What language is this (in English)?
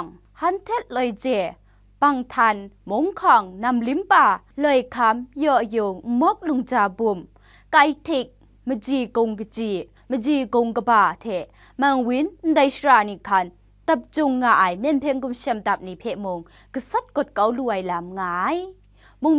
Kachin